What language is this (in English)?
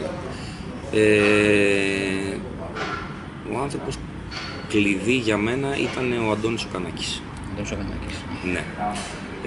Greek